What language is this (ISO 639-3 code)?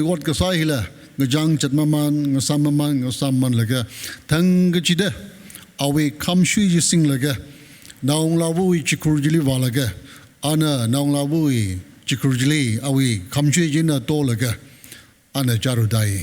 nmf